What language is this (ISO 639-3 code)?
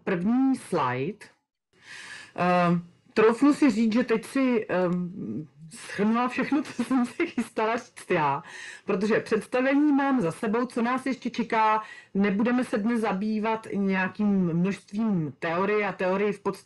ces